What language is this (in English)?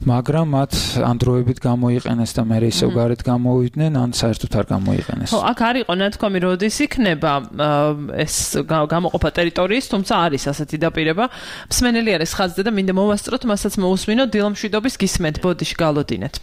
Georgian